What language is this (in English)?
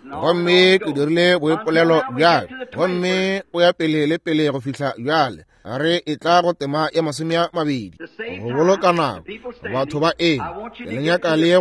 Northern Sotho